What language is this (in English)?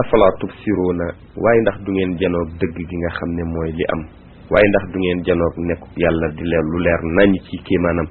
Wolof